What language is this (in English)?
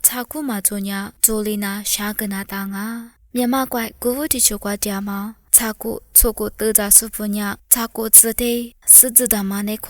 Lisu